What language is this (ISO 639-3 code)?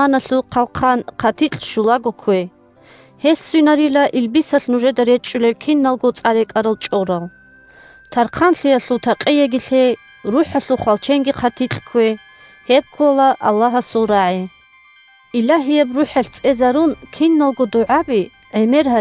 ava